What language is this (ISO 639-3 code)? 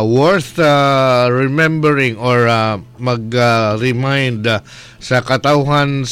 ceb